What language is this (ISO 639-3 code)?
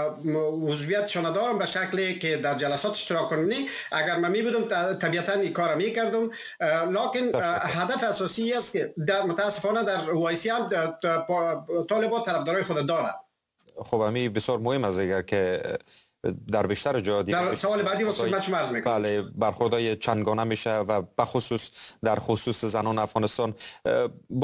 fas